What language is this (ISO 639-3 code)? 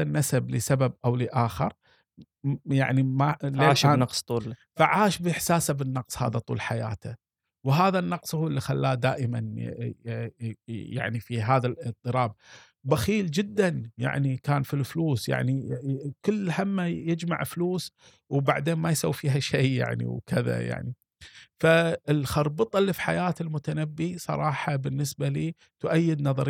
afb